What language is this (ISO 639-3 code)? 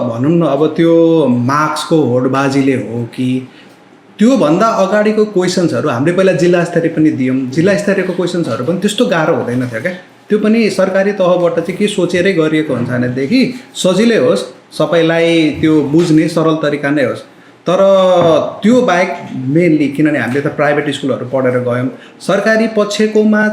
nep